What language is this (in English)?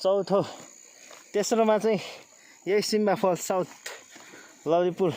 Nepali